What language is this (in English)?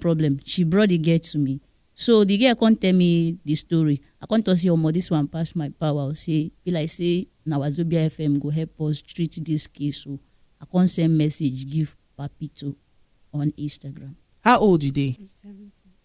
Nigerian Pidgin